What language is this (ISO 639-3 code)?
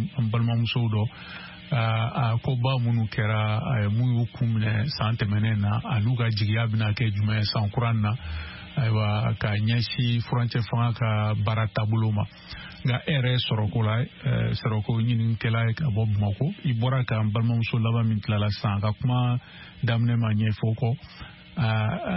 bam